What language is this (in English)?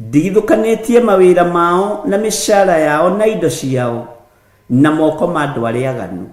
Kikuyu